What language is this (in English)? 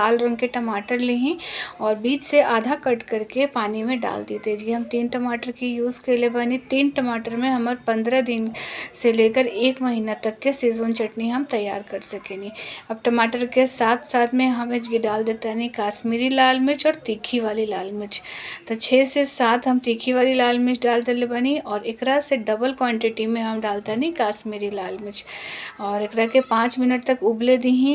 Bhojpuri